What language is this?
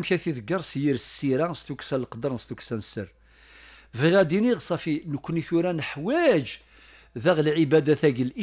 Kabyle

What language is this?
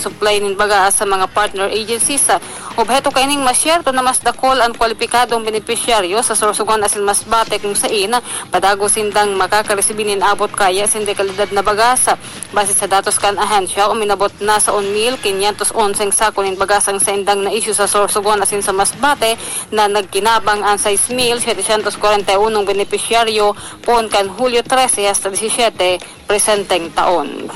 Bikol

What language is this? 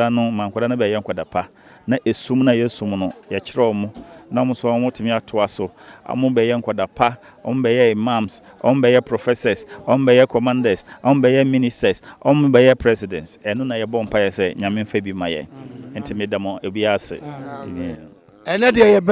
Akan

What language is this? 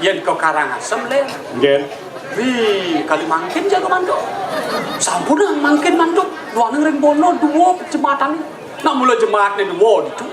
Balinese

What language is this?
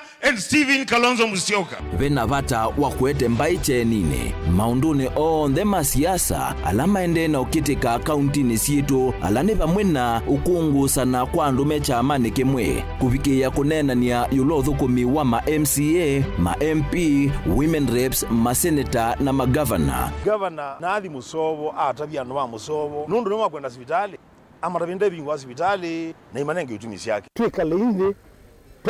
Kamba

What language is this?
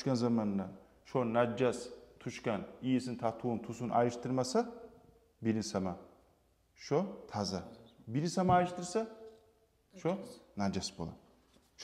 Kumyk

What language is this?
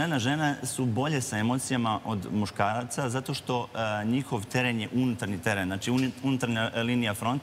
Serbian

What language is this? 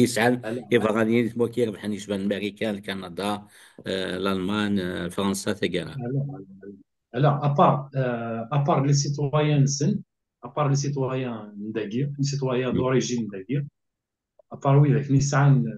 Kabyle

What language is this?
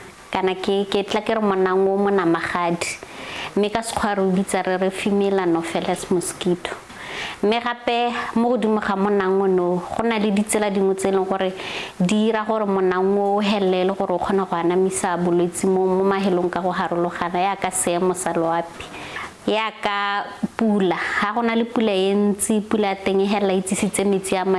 Tswana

